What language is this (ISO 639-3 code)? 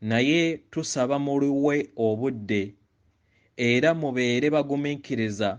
lug